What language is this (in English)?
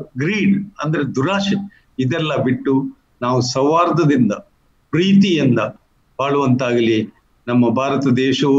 Kannada